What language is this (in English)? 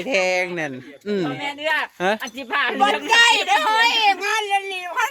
Northeastern Thai